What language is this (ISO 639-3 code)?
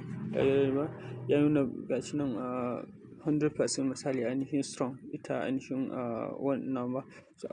hau